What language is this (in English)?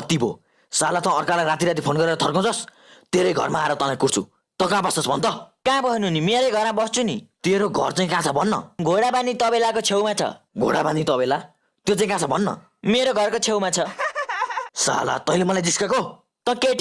Nepali